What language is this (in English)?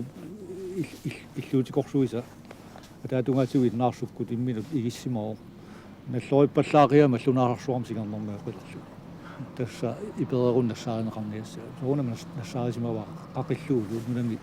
Kalaallisut